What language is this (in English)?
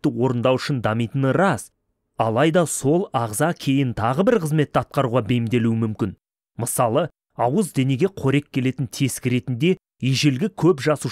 Kazakh